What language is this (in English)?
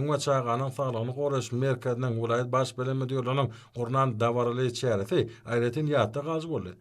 Turkmen